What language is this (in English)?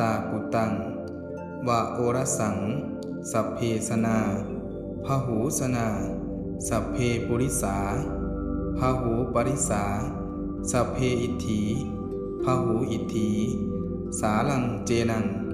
Pali